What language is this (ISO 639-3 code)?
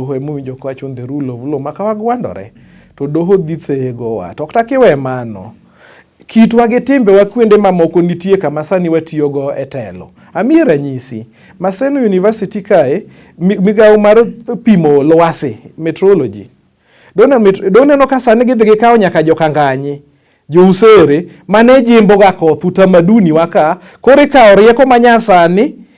luo